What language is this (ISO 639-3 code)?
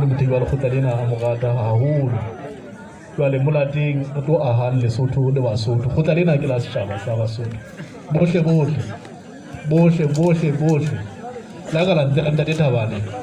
sot